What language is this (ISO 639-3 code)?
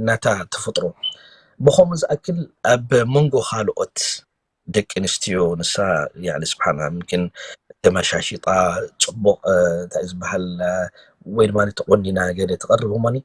tir